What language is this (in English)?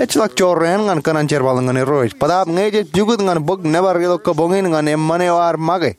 Marshallese